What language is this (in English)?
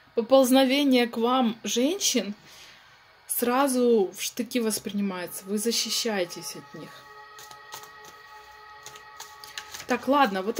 Russian